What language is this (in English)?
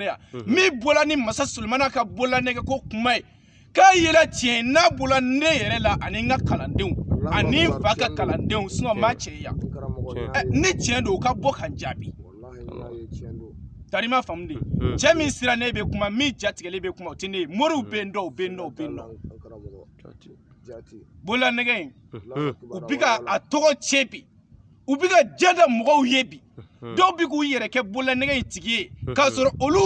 Bambara